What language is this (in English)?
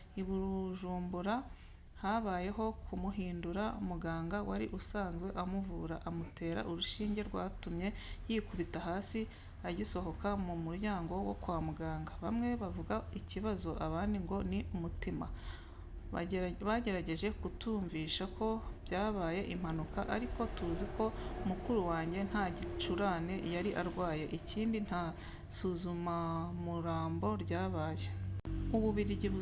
Kinyarwanda